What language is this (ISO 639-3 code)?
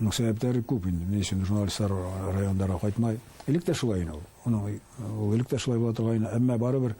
bak